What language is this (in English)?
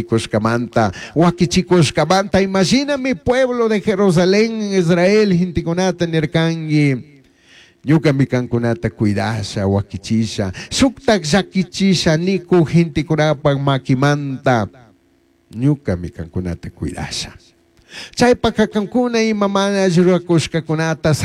Chimborazo Highland Quichua